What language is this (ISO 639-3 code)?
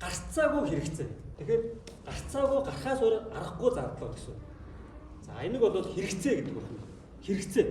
mon